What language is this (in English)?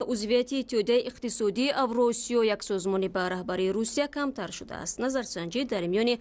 Tajik